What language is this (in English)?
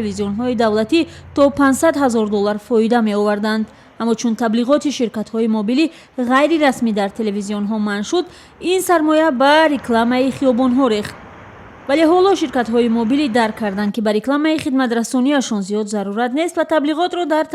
Tajik